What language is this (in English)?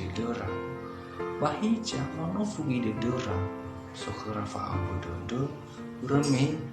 Nias